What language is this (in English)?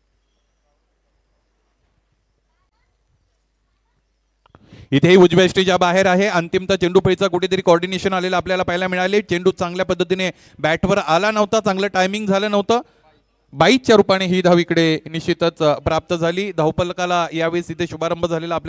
Marathi